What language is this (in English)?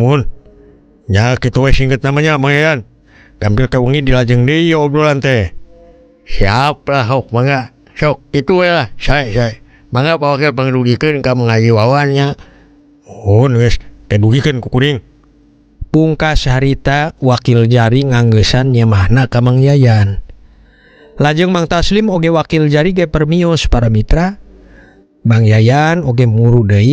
Sundanese